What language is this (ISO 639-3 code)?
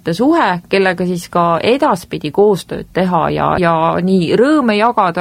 est